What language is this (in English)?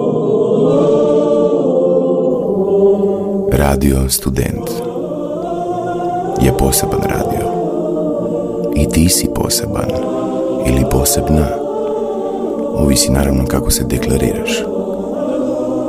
Croatian